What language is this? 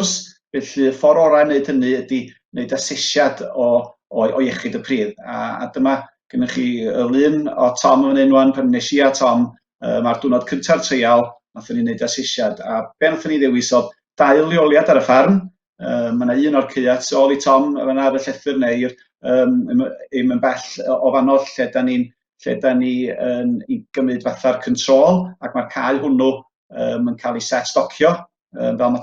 Welsh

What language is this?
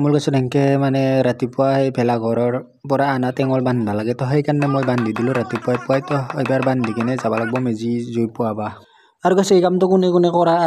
Assamese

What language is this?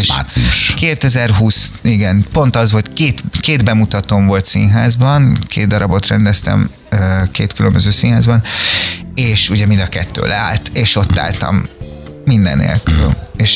Hungarian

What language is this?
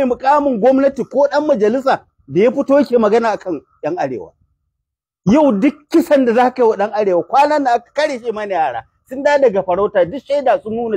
Hausa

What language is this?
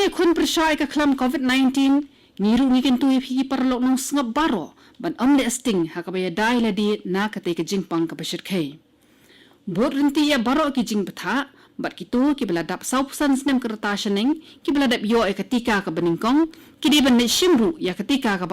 Khasi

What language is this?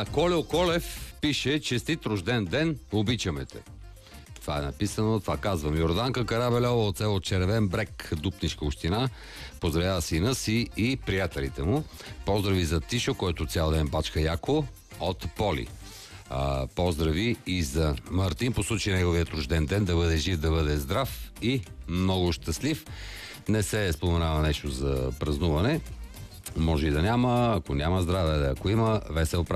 Bulgarian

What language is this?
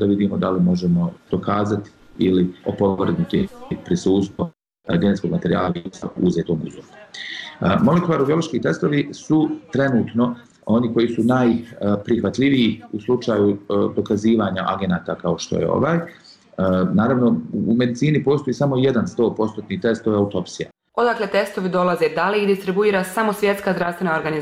Bosnian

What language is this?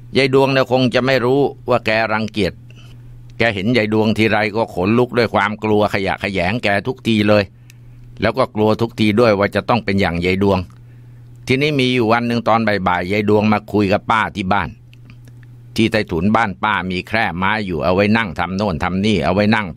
Thai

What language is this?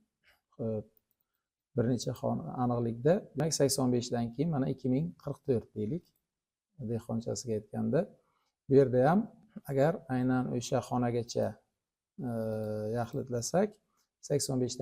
Uzbek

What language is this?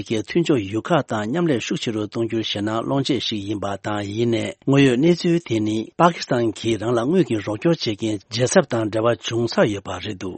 Tibetan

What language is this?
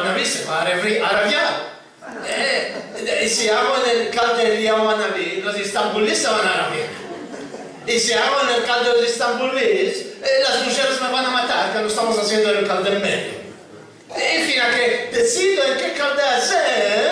Ladino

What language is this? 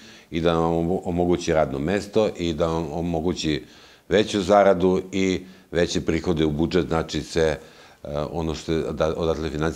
Serbian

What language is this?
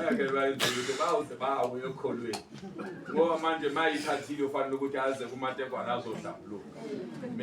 Zulu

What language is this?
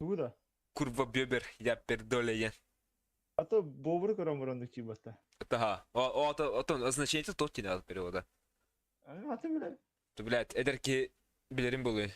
Yakut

